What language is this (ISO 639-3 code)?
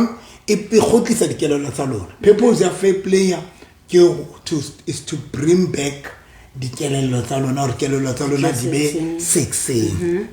sot